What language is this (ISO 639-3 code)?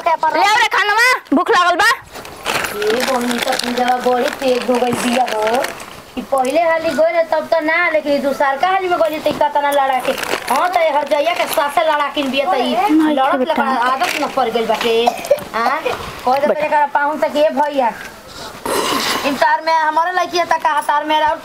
bho